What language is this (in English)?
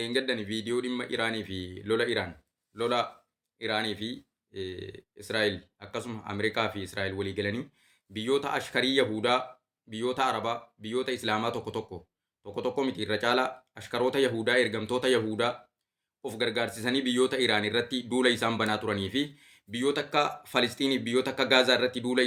Oromo